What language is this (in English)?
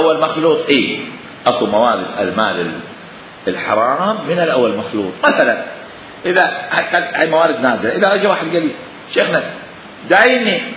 Mesopotamian Arabic